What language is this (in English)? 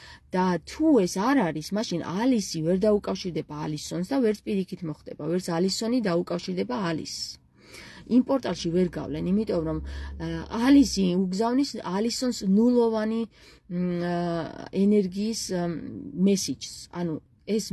Georgian